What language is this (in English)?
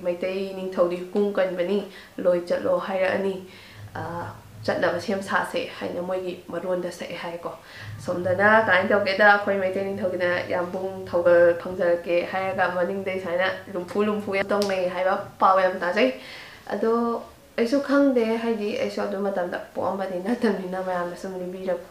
Manipuri